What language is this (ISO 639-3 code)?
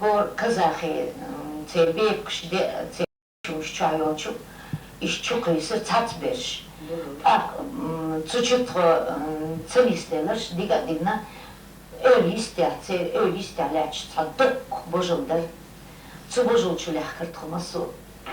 che